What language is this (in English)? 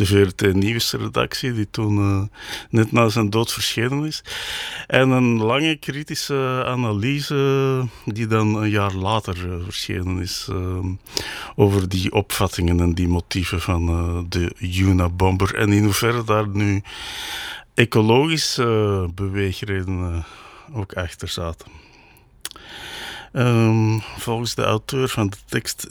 Dutch